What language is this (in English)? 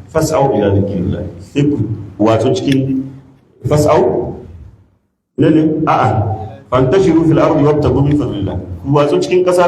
Hausa